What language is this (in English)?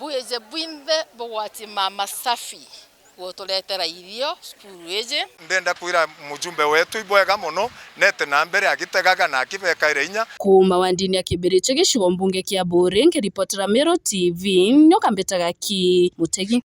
Meru